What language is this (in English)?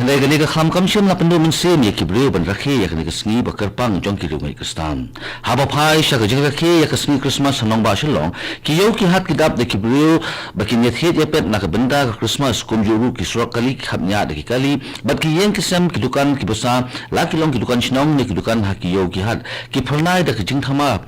Khasi